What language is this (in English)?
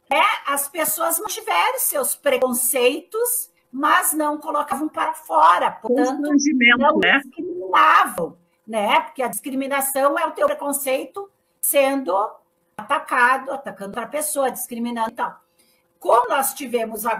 Portuguese